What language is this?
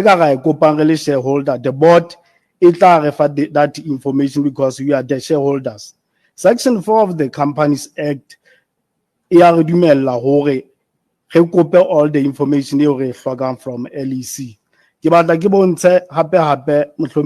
Southern Sotho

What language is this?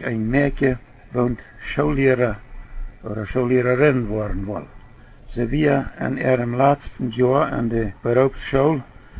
Plautdietsch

